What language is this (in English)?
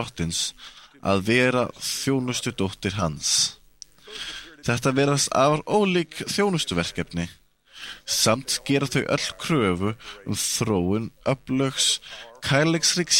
Icelandic